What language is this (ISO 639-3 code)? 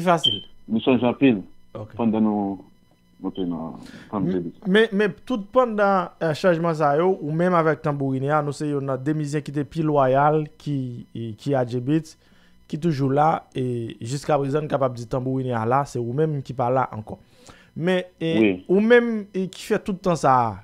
hat